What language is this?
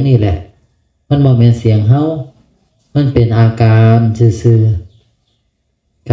Northeastern Thai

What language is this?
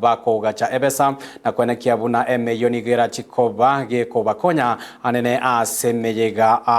Gusii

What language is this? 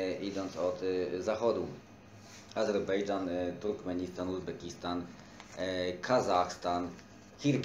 Polish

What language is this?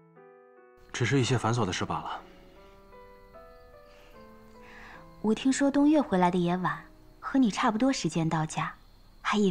Chinese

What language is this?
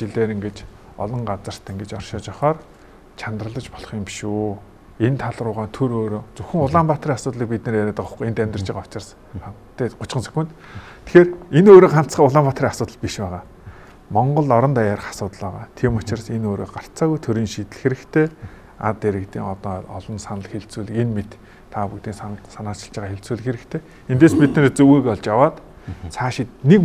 Mongolian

